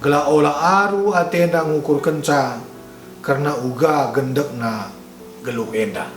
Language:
Batak Karo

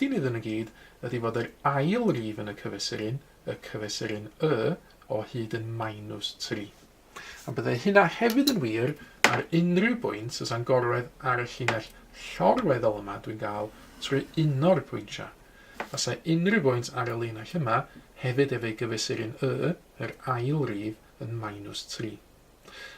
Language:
Welsh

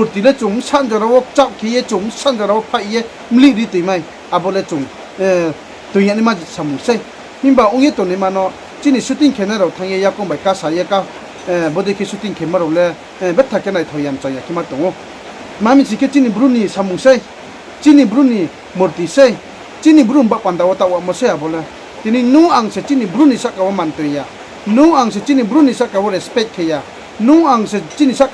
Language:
Riang (India)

